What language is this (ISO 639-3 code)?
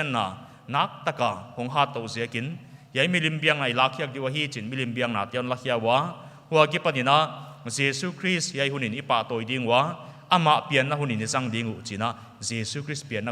pck